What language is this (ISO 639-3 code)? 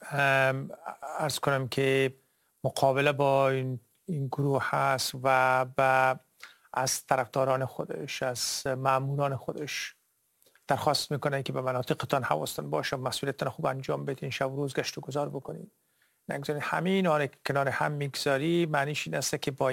fas